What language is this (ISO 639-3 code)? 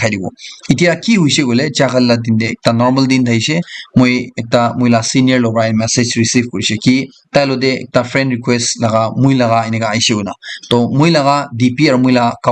nag